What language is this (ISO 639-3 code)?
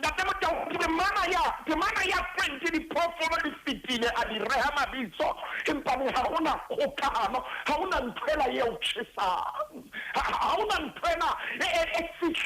sot